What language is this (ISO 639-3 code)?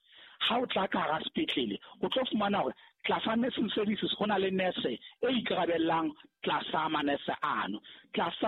sot